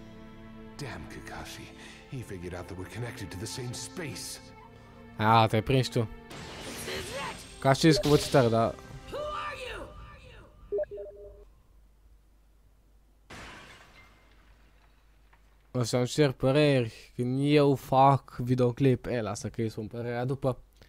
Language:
Romanian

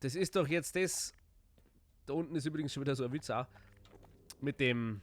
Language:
Bavarian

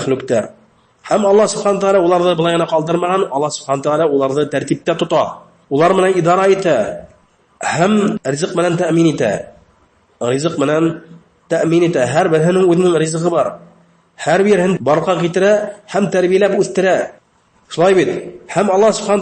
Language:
Bashkir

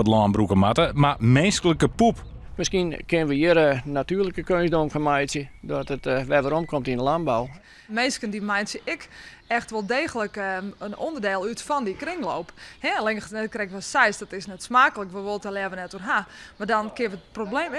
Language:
Western Frisian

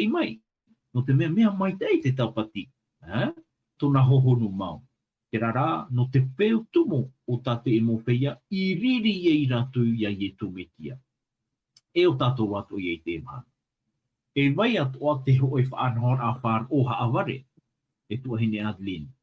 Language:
Tahitian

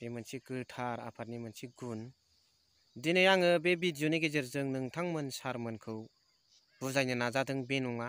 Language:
Bodo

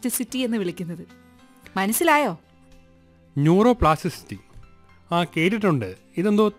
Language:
Malayalam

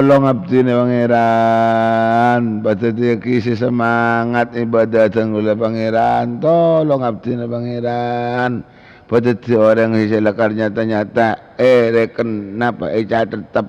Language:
Madurese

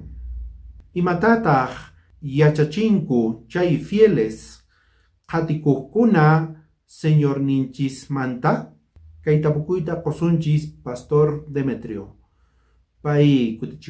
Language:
South Bolivian Quechua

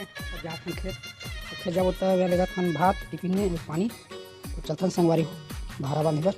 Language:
Chhattisgarhi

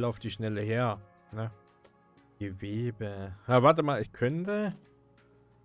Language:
German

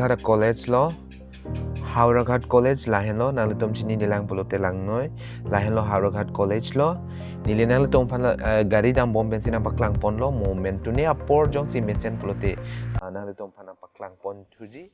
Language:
Karbi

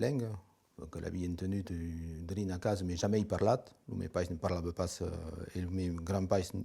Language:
Occitan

